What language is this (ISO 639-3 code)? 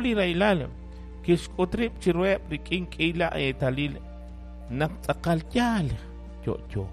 kek